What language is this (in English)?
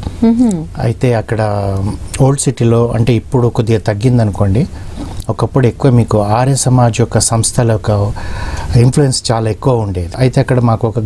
Telugu